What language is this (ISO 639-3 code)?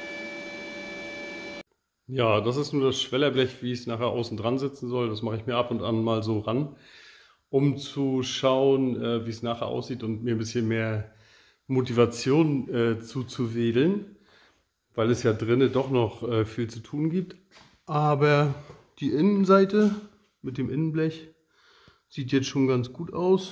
deu